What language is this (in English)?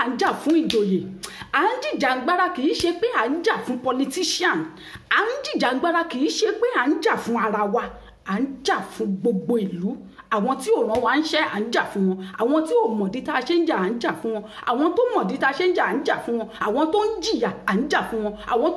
Yoruba